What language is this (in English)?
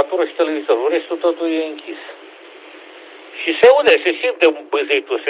Romanian